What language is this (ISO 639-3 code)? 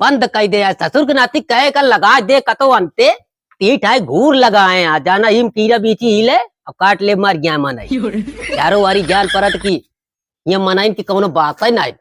awa